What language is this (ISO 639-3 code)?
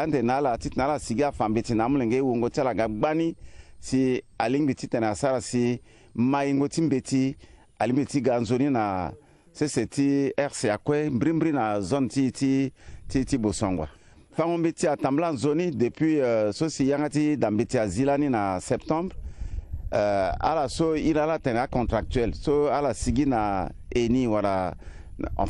sag